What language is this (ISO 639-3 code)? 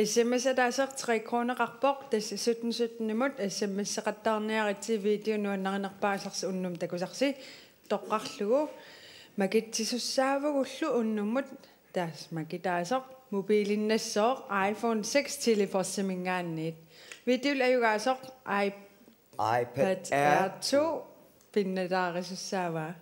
kal